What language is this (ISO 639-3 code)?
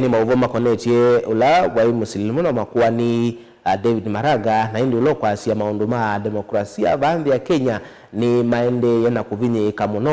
kam